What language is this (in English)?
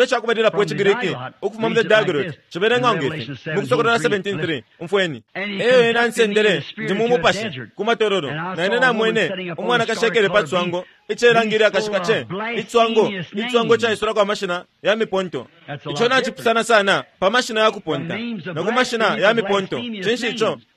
Bemba